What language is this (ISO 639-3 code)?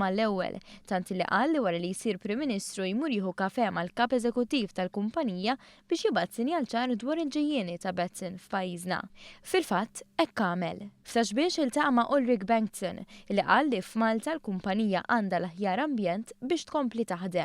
mlt